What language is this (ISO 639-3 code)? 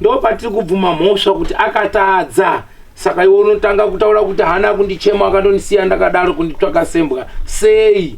sna